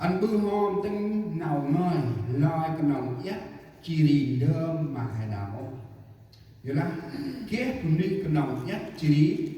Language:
Central Mnong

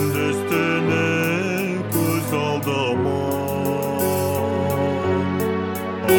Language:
Kazakh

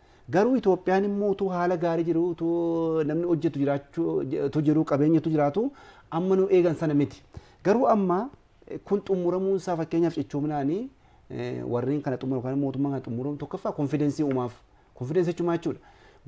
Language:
Oromo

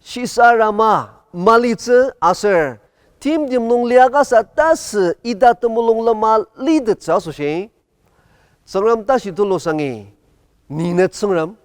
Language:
Ao Naga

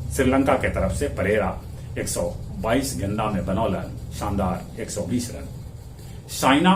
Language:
Magahi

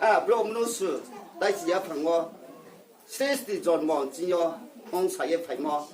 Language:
Riang (India)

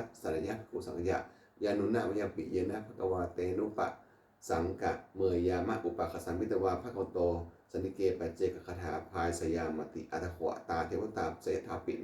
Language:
Pali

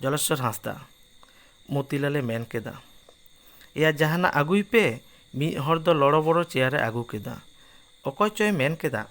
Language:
Santali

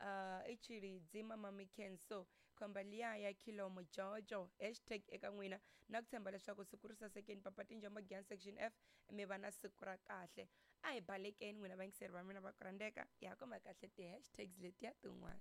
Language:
Tsonga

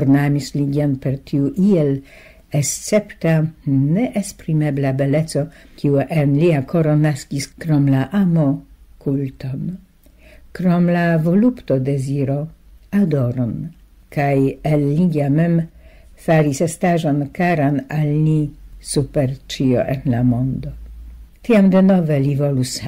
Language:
Esperanto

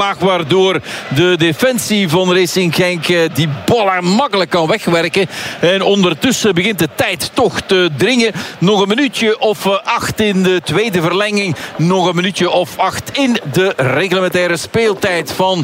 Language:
Dutch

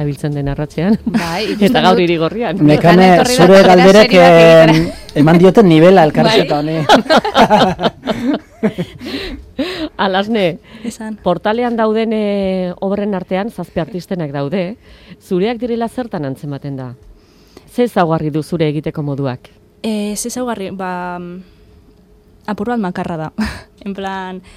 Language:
Basque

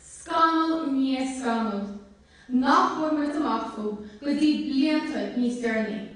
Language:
Irish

